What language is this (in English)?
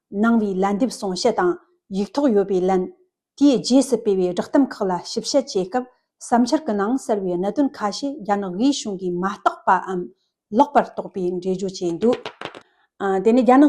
Tibetan